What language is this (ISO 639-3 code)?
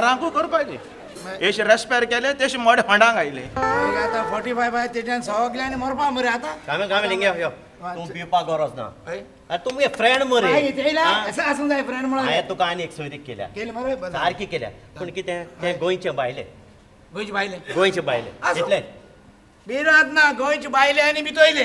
kok